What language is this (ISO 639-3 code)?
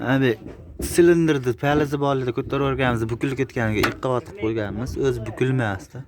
uzb